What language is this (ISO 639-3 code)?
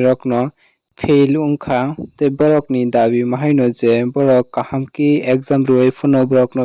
trp